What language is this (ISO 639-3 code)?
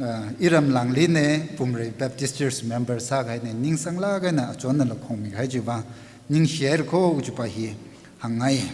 nmf